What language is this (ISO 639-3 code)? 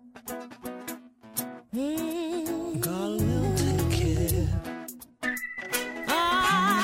est